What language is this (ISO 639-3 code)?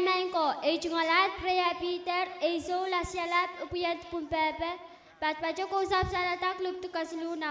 pon